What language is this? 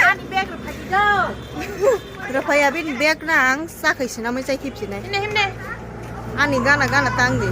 Kok Borok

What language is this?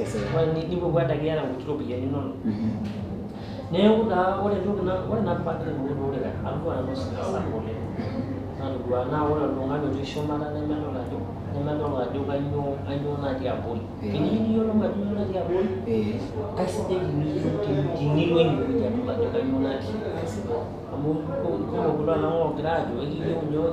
Masai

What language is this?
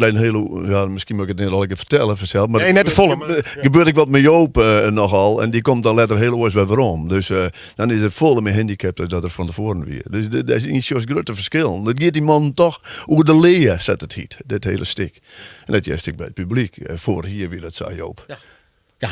Western Frisian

